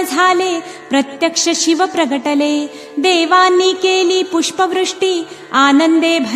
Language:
Marathi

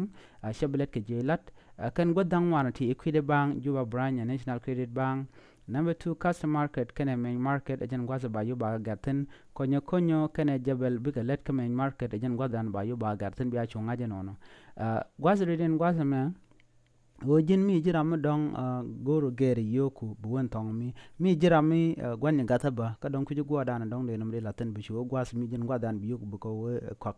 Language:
Nuer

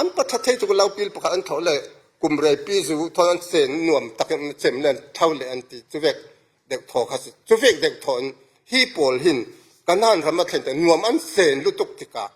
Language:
Falam Chin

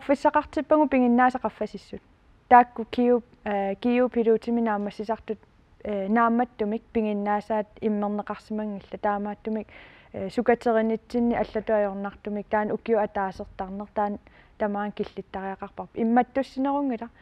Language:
Kalaallisut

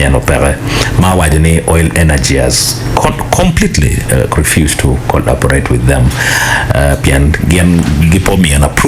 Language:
Acoli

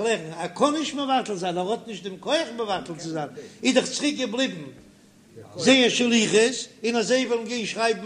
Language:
Yiddish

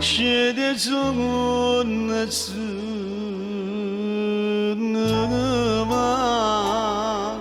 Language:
Neapolitan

